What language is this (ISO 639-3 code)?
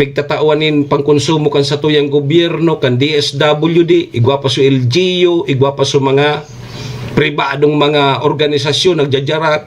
bik